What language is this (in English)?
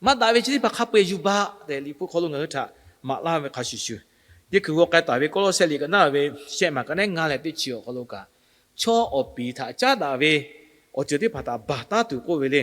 Lahu